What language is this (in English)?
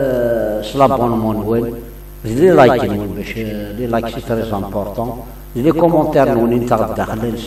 Kabyle